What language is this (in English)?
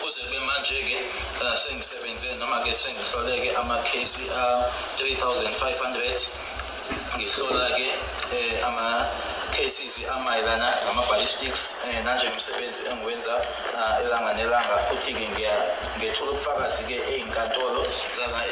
Zulu